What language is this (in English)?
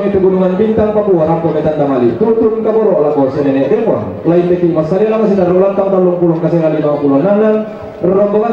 Toraja-Sa'dan